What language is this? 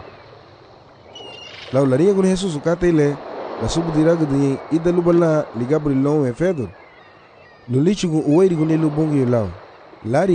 Garifuna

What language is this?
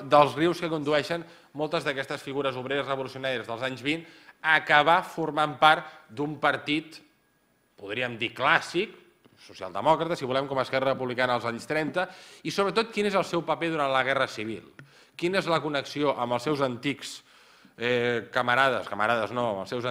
Catalan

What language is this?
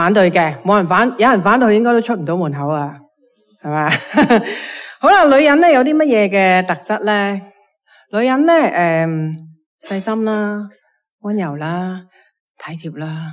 Cantonese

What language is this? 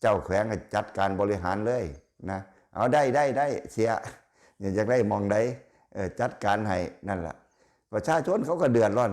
Lao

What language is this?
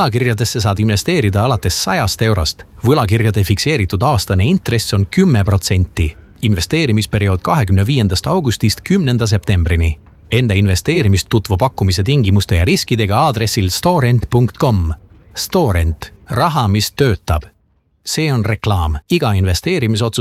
Estonian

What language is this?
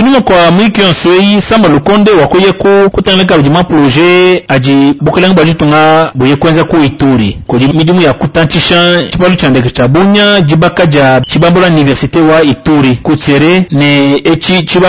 Luba-Lulua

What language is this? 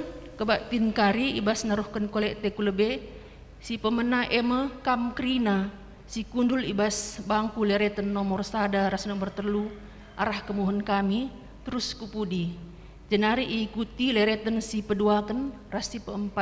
Batak Karo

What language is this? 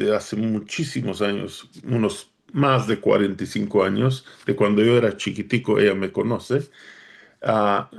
Ladino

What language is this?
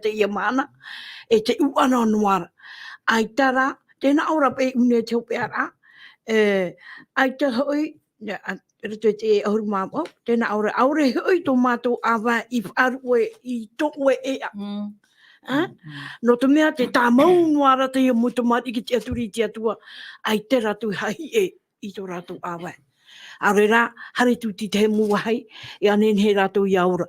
Tahitian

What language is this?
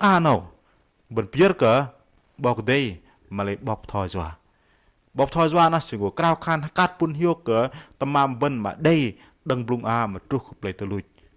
Bahnar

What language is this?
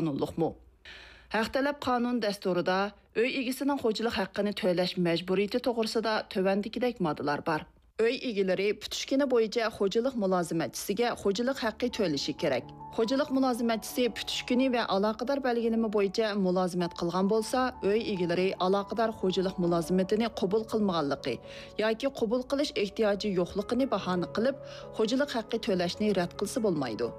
Uyghur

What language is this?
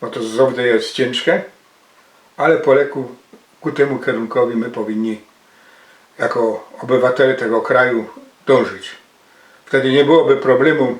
Silesian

